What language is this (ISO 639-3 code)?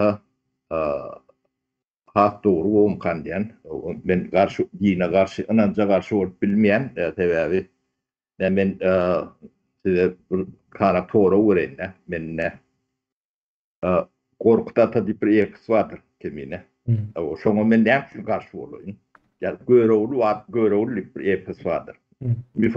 tuk